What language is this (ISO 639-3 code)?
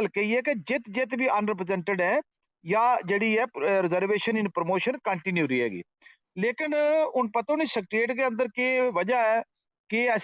gju